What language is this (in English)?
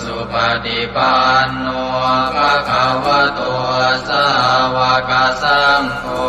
Pali